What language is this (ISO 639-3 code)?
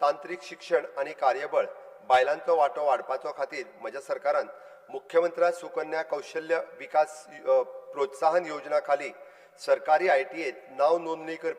kok